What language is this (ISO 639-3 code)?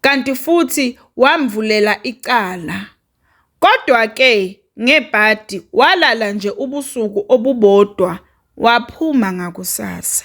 zul